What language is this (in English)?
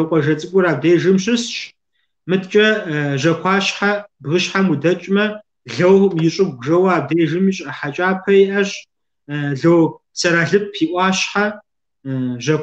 Kabardian